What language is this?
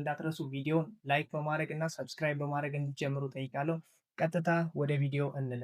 Amharic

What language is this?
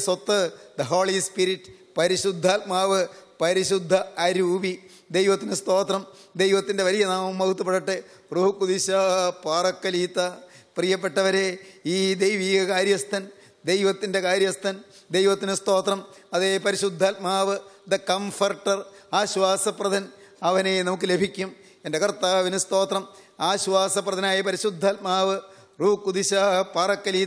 Malayalam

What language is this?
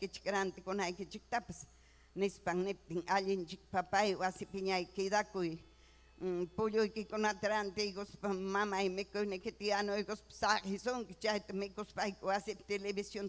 Ayacucho Quechua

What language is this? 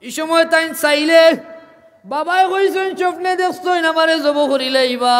Sylheti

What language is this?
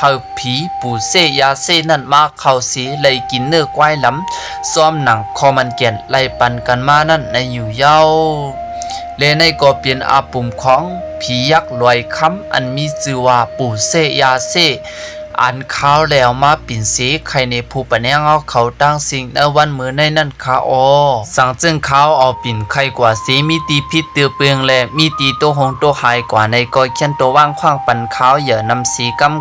Shan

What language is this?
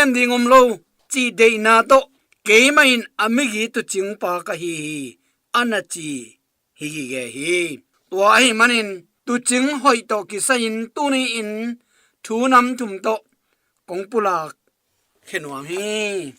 Tedim Chin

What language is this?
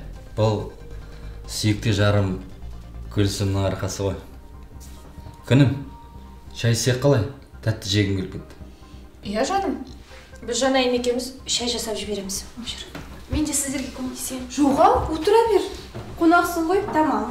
Kazakh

